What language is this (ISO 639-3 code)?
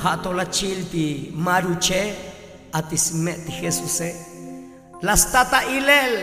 tzo